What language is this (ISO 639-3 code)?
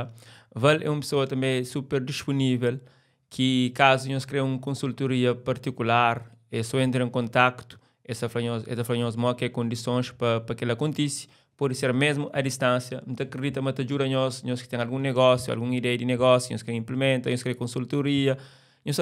kea